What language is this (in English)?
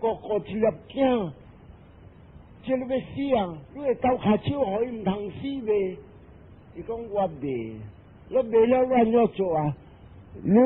Min Nan Chinese